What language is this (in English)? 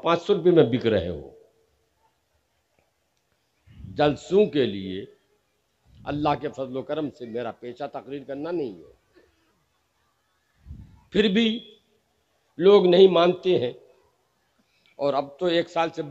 Urdu